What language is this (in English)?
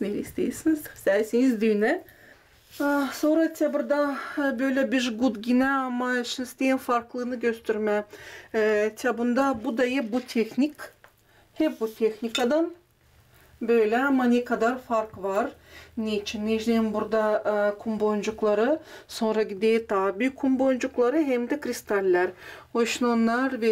Gagauz